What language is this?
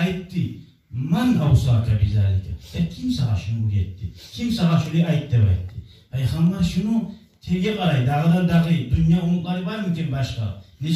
Kumyk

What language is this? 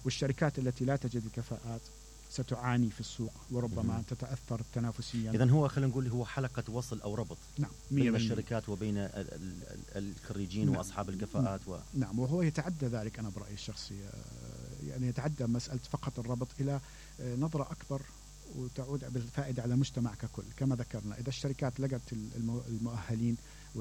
Mesopotamian Arabic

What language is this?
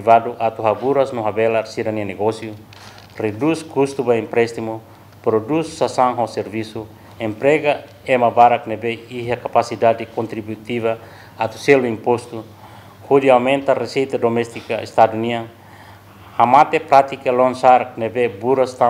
Tetum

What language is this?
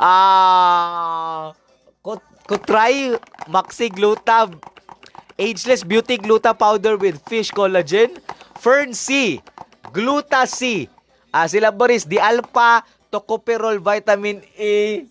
Cebuano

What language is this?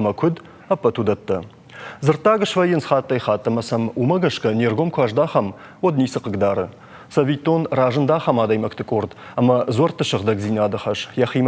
Ossetic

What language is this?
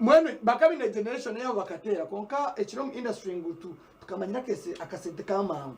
Nyankole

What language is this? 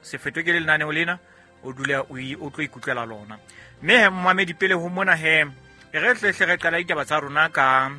Southern Sotho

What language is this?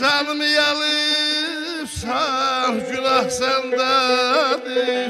South Azerbaijani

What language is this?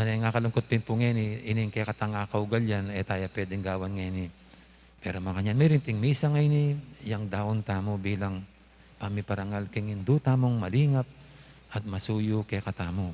Pampanga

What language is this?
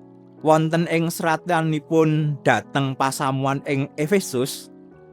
Javanese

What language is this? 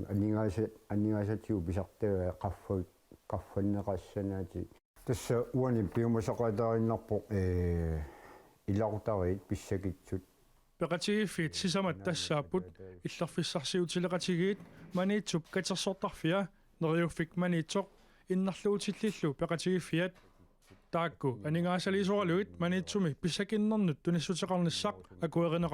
Kalaallisut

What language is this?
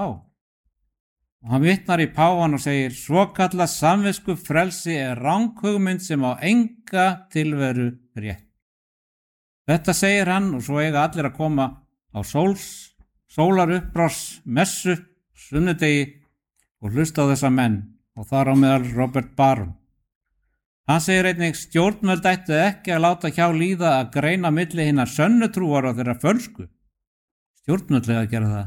Icelandic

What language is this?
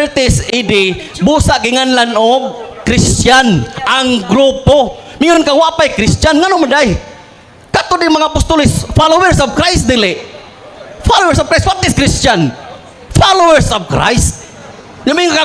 Cebuano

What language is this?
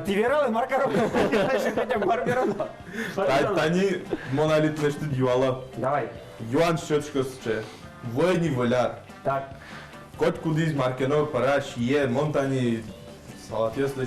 Udmurt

